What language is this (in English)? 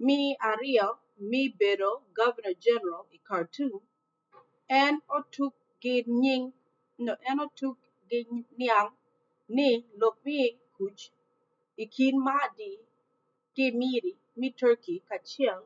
Acoli